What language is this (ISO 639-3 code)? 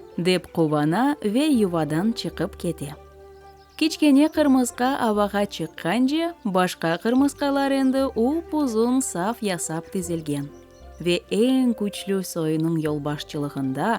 crh